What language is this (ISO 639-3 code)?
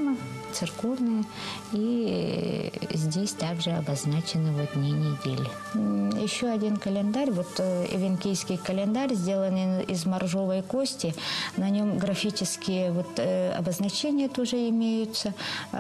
rus